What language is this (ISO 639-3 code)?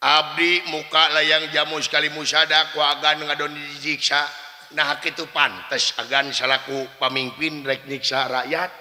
sun